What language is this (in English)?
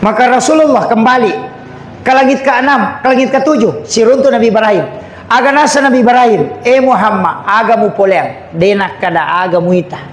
Buginese